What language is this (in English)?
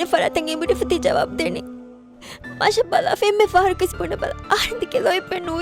Divehi